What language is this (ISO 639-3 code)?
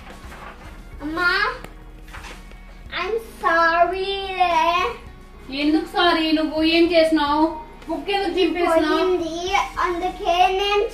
tel